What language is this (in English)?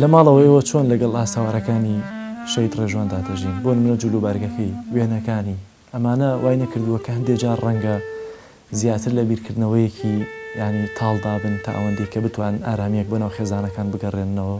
Central Kurdish